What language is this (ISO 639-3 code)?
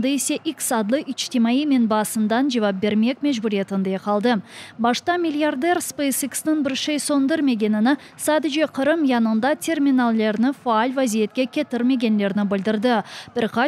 crh